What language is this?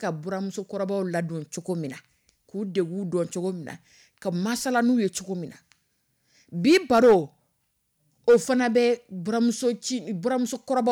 Dyula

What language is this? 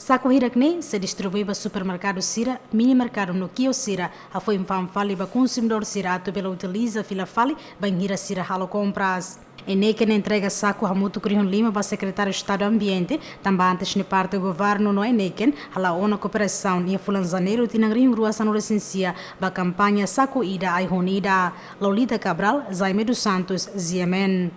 Tetum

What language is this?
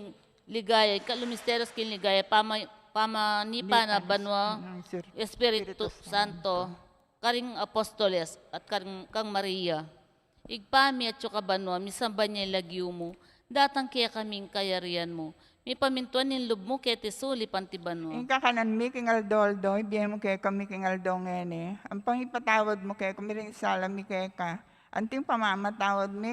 Pampanga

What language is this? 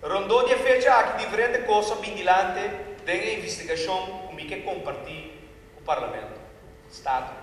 Papiamento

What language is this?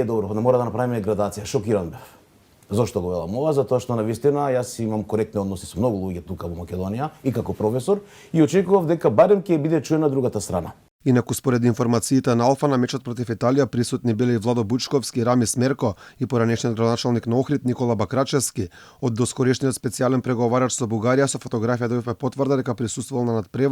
Macedonian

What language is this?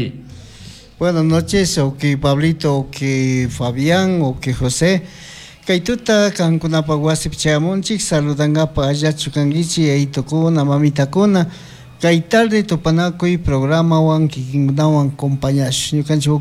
Chimborazo Highland Quichua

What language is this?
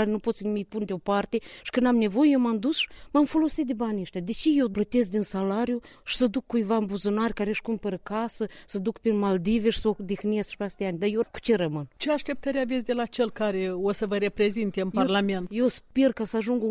Romanian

